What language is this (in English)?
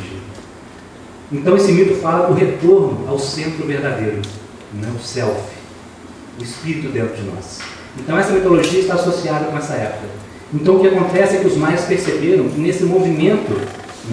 Portuguese